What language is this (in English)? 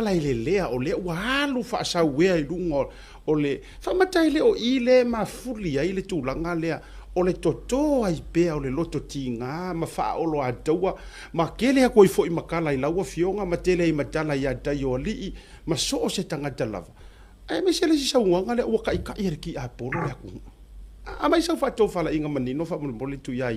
Samoan